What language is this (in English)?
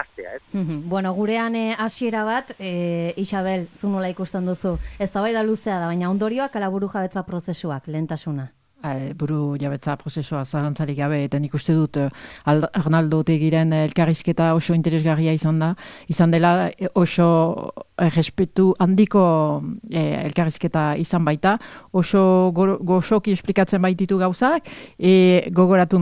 Basque